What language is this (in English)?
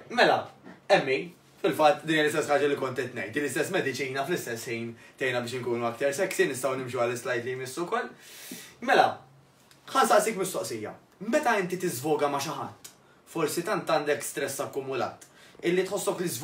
Maltese